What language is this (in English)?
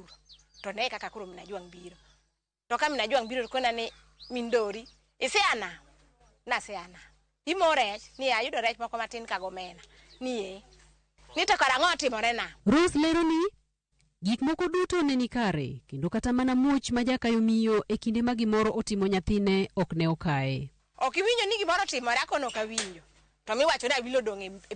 Luo (Kenya and Tanzania)